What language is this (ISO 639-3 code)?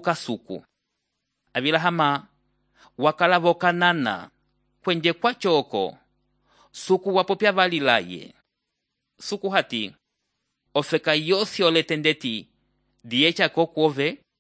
umb